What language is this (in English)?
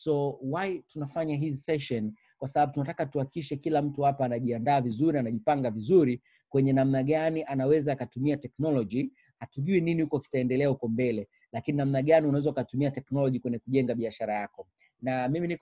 Swahili